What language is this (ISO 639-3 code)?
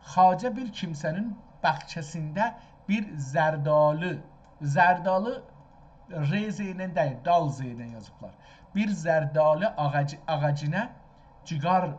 azb